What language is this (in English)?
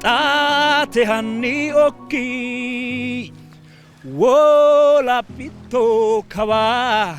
Sidamo